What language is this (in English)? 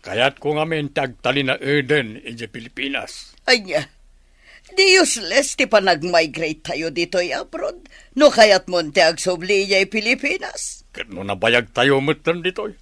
Iloko